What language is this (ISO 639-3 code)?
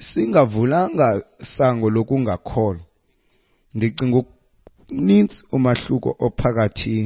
xho